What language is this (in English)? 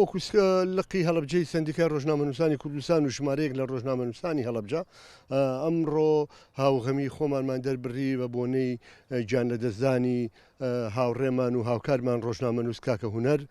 Central Kurdish